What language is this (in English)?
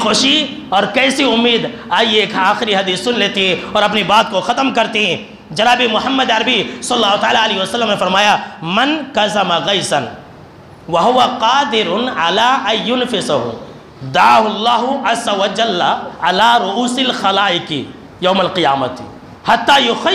Urdu